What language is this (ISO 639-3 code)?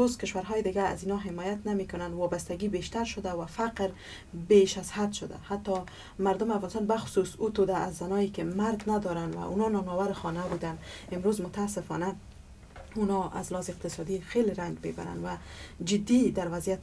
fas